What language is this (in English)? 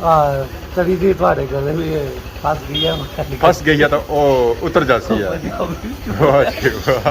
Pahari-Potwari